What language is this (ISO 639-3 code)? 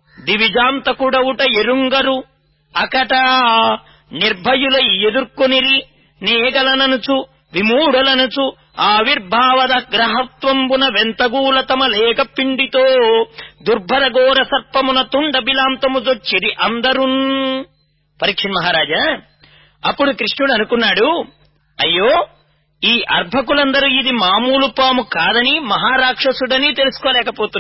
tel